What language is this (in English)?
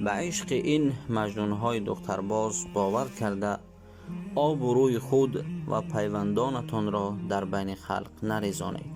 Tajik